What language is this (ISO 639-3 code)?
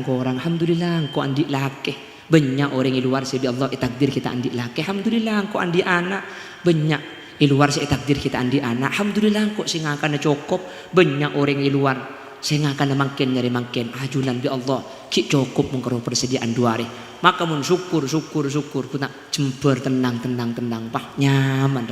mad